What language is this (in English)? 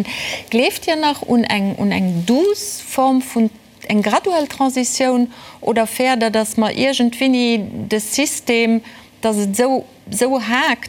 Luxembourgish